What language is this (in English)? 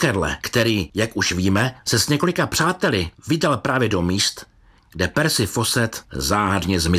Czech